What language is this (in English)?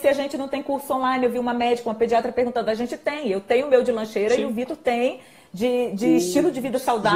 Portuguese